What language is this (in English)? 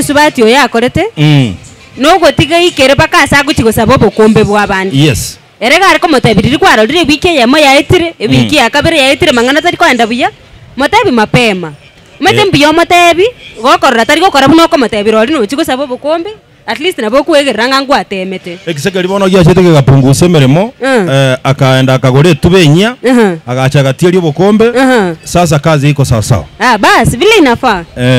Gusii